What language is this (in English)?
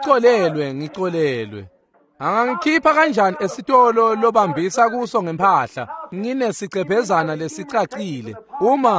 Swati